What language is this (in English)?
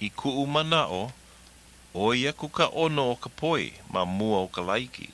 Hawaiian